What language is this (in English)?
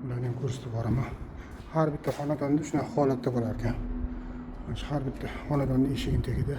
Uzbek